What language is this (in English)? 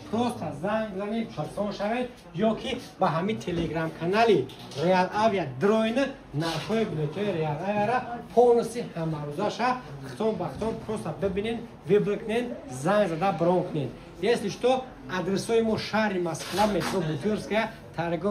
Tajik